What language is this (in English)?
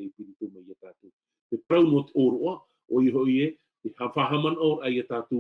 Tahitian